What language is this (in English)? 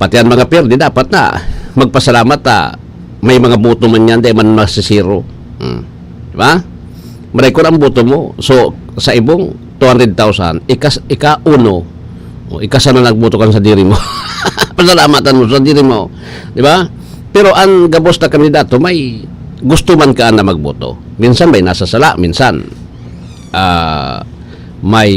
Bikol